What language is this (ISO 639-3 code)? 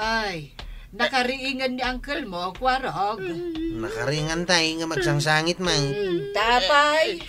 ilo